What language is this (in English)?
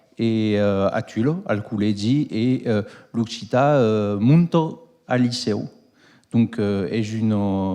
Occitan